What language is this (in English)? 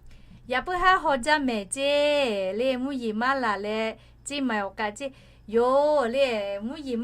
Lahu